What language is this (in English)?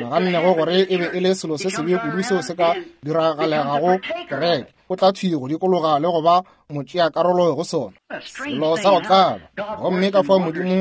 Northern Sotho